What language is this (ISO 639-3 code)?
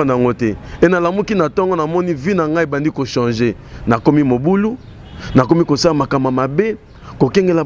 lin